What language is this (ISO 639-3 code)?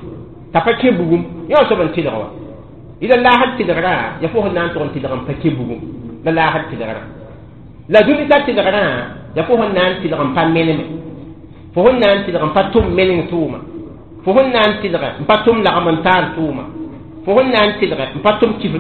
mos